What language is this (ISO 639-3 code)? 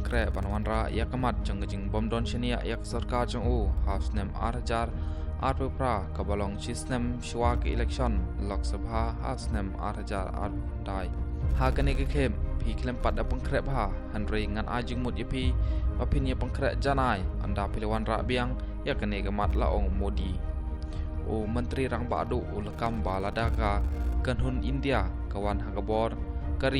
kha